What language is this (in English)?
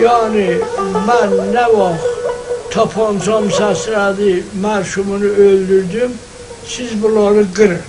South Azerbaijani